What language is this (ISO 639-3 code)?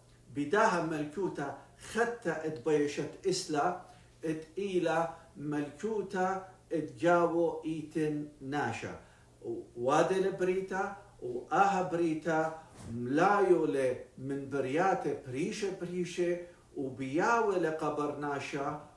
aii